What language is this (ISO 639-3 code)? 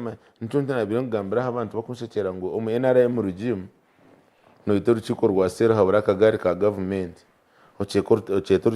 nyn